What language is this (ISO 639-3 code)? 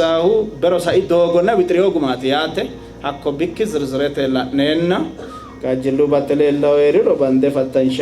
sid